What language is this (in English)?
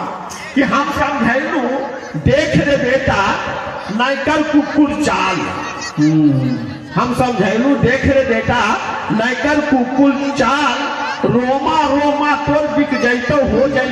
Magahi